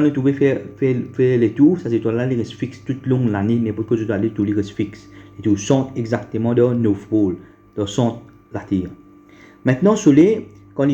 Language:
Morisyen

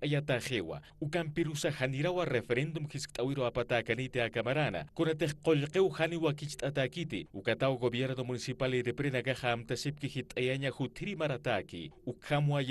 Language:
Aymara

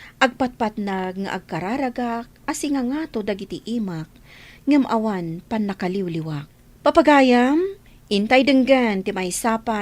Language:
Iloko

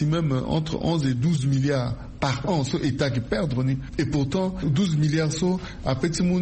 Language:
Sango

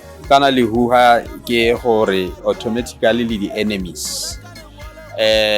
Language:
Tswana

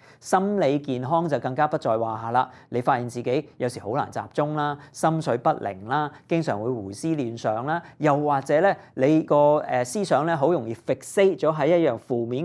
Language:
Cantonese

